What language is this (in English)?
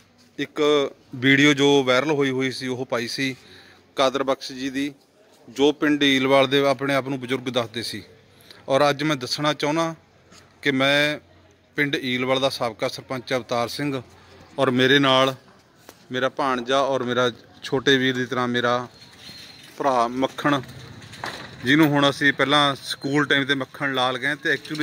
Punjabi